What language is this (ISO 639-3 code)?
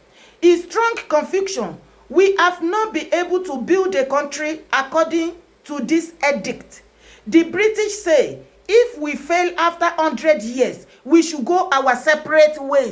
yor